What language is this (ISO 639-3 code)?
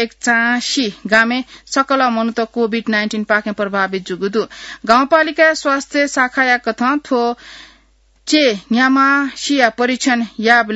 new